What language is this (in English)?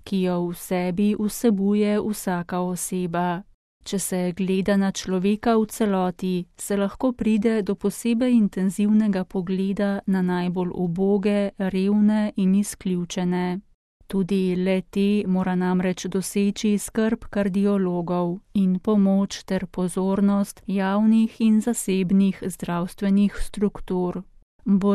Slovenian